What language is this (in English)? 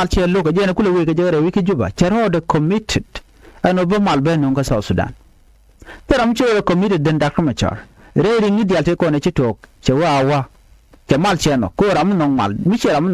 Nuer